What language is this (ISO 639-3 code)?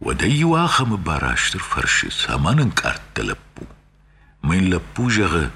oss